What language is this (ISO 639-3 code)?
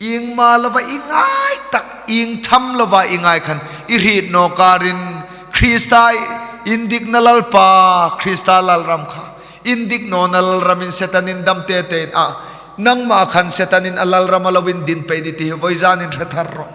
hmr